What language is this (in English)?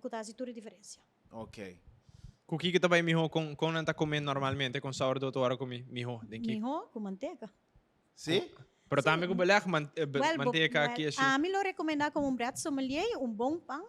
Papiamento